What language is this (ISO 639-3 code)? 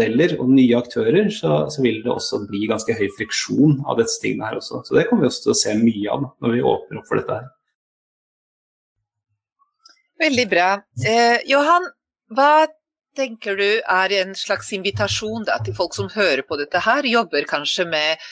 nor